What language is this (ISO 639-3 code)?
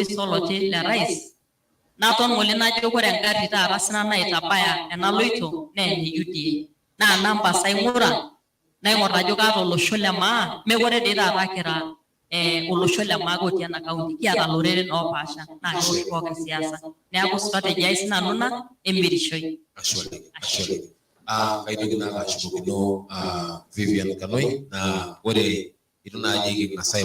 mas